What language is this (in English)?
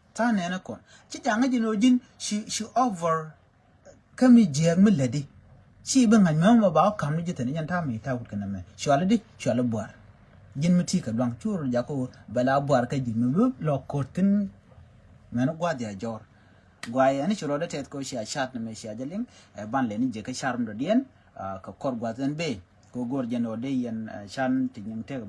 Nuer